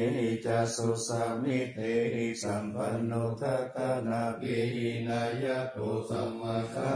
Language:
Pali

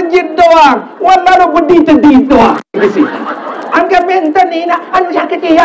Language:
Sasak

